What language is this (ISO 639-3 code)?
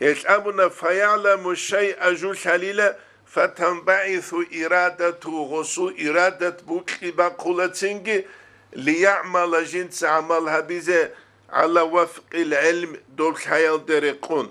ava